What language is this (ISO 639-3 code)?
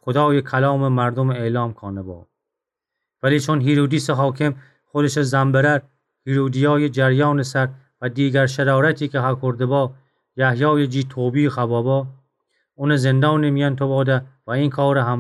glk